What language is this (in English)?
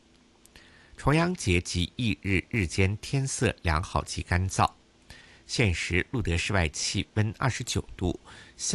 Chinese